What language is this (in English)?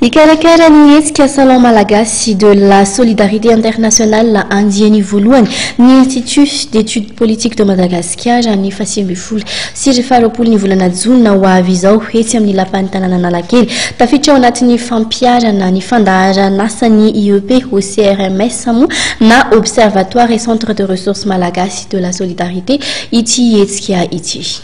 Malagasy